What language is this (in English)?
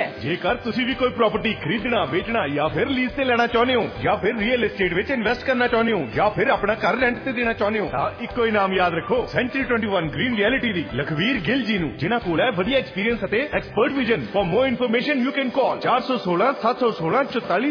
Punjabi